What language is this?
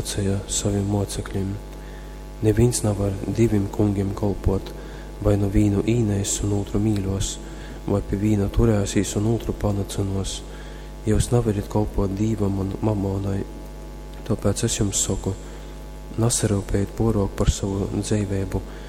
Latgalian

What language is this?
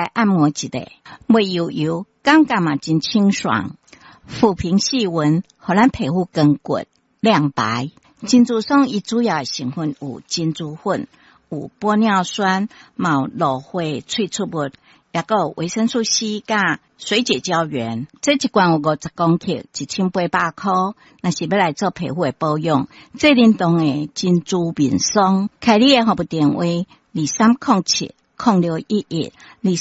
Min Nan Chinese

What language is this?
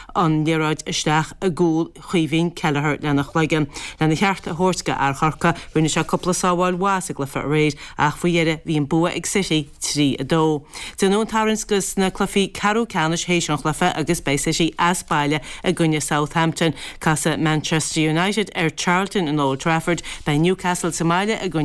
Irish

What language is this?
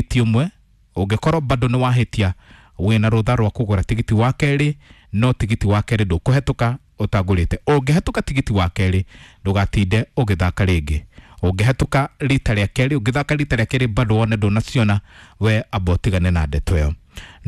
Kikuyu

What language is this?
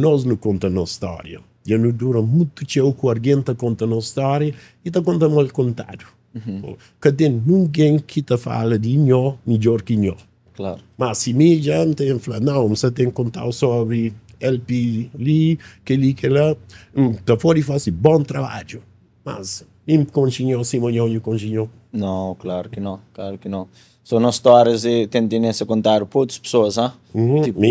Kabuverdianu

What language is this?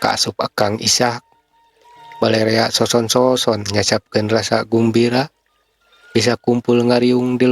Sundanese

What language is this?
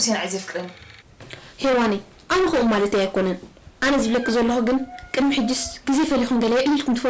Tigrinya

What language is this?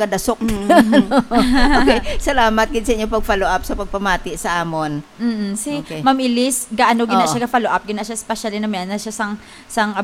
Hiligaynon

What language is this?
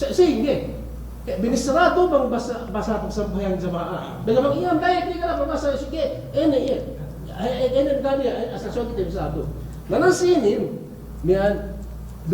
Yakan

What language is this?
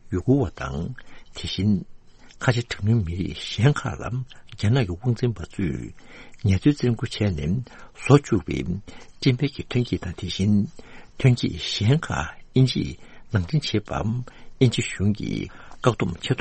Tibetan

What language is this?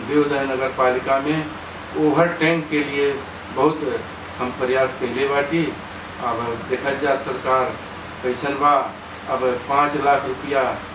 Bhojpuri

